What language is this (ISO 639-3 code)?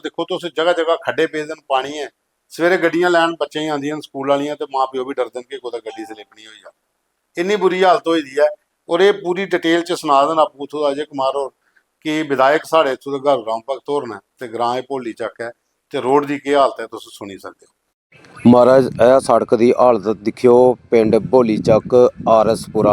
doi